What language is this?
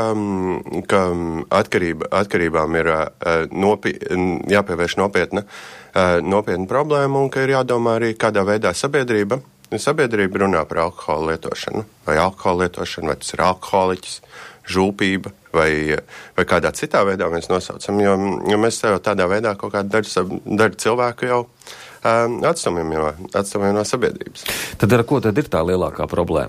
Latvian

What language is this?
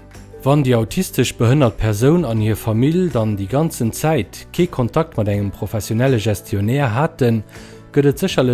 Luxembourgish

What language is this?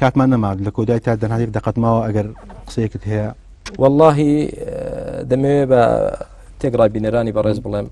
Central Kurdish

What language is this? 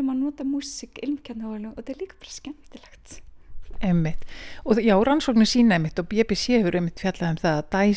Icelandic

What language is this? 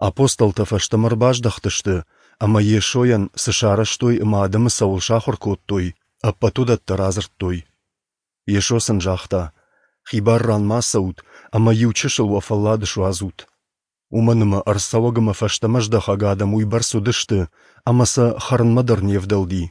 Ossetic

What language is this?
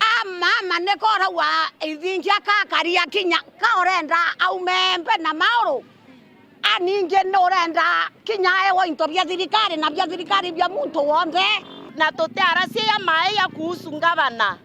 Meru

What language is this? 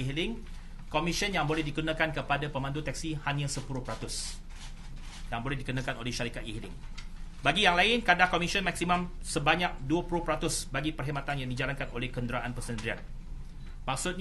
Malay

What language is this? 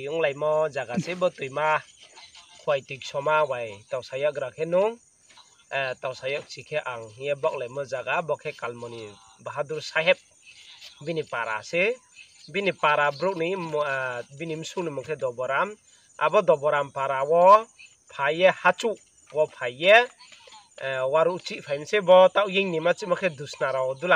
Riang (India)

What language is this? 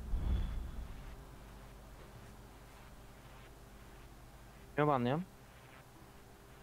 Turkish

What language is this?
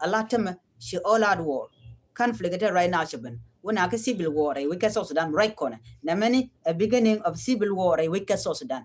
Nuer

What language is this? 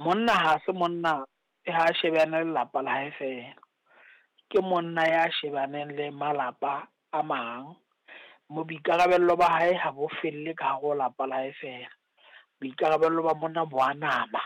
Southern Sotho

